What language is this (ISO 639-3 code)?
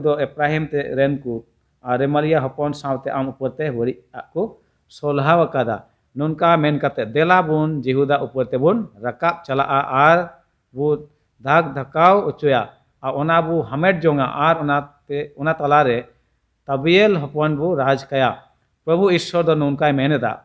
sat